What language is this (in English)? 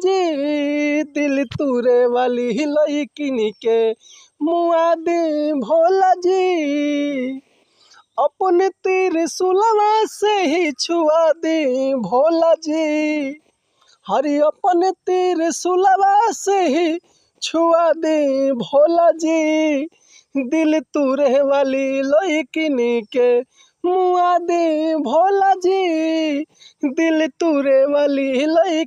Bhojpuri